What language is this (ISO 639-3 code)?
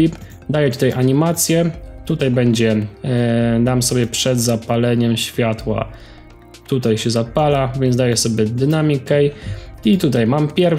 pol